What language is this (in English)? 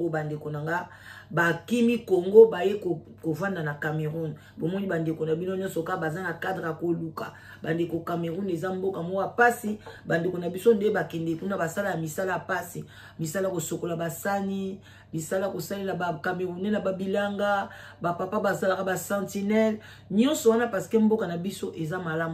Lingala